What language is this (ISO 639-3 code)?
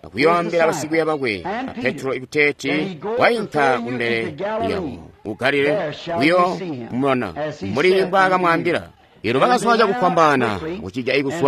toi